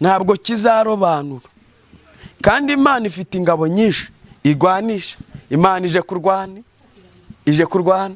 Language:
Kinyarwanda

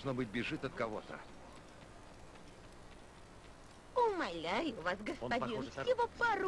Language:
Russian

